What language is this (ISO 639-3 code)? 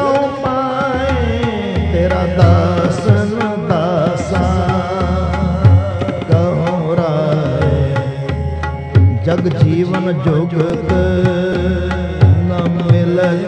pan